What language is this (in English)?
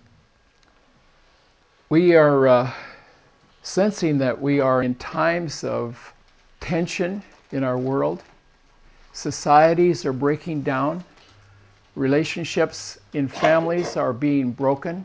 English